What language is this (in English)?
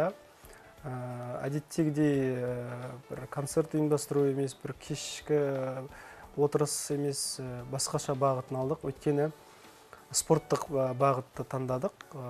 Kazakh